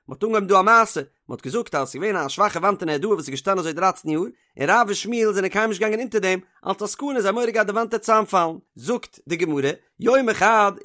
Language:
Yiddish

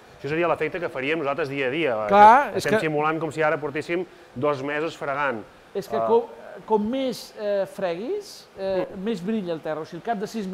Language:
Catalan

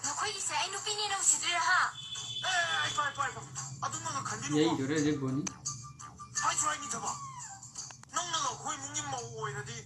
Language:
Manipuri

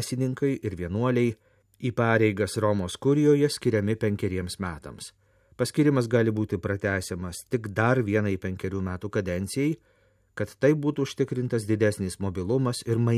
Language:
Lithuanian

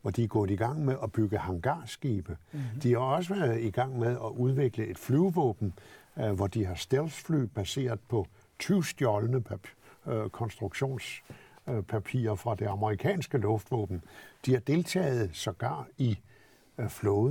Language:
Danish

